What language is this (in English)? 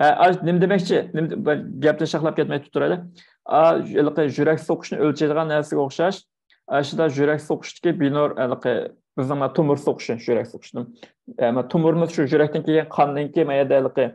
Uyghur